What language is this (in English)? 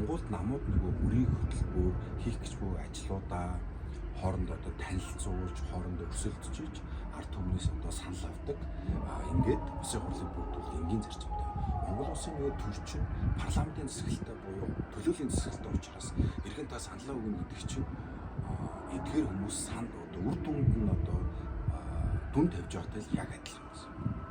Mongolian